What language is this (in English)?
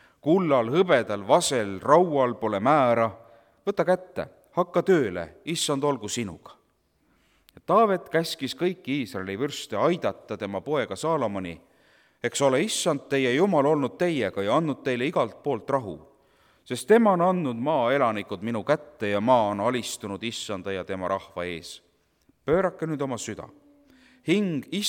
Estonian